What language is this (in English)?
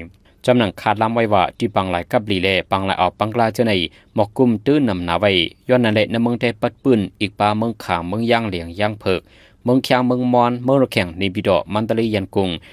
Shan